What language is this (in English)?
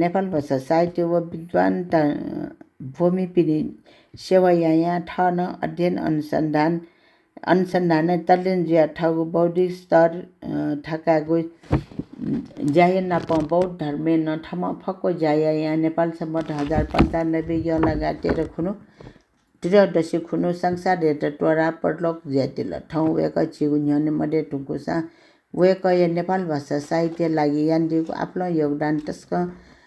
Newari